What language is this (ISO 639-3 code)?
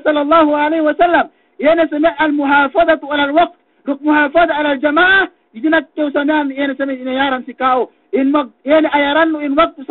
yka